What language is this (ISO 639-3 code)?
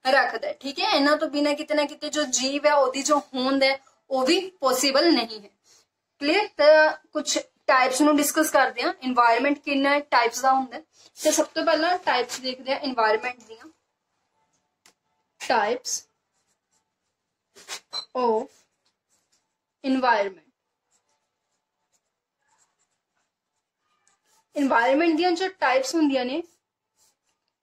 pan